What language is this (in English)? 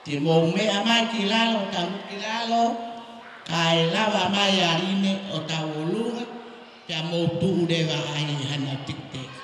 Tongan